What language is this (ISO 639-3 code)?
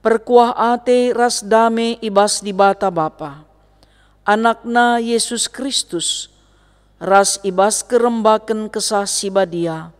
btx